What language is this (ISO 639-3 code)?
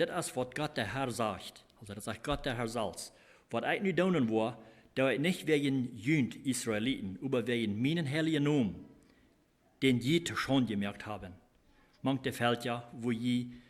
pdt